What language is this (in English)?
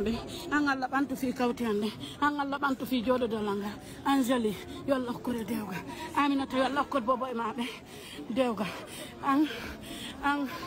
Fula